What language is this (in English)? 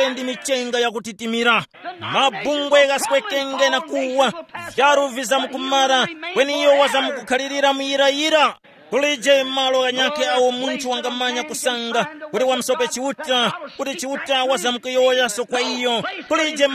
Tumbuka